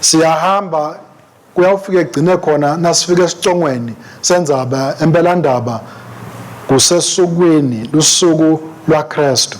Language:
Swati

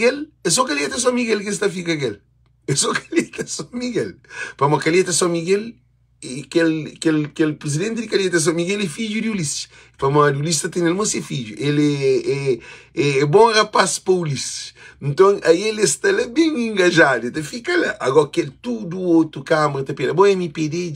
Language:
Kabuverdianu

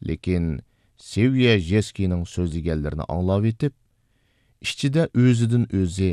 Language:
Uyghur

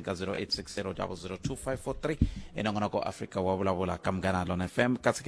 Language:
Tsonga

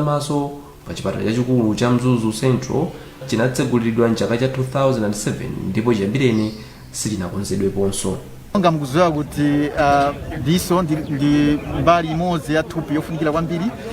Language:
Nyanja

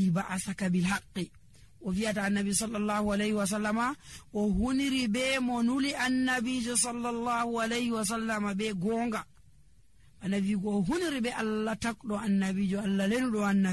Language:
Fula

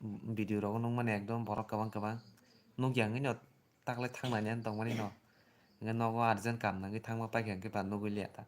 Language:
Kok Borok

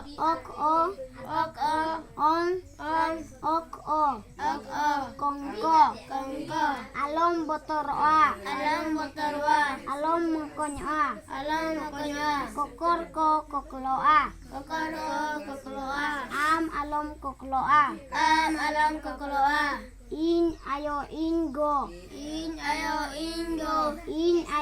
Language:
Santali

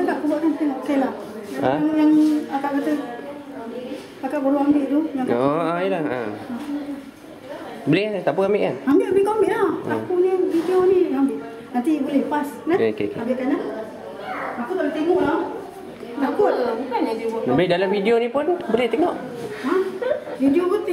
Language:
Malay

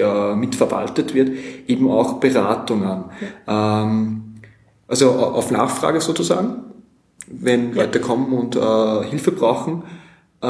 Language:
German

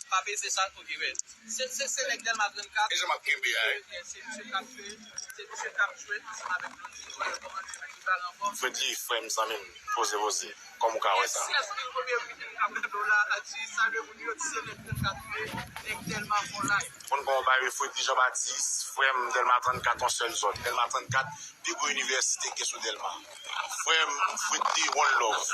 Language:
Haitian Creole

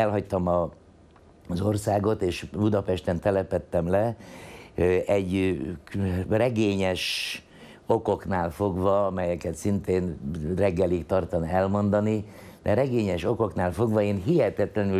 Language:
Hungarian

